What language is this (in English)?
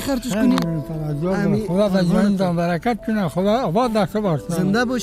Persian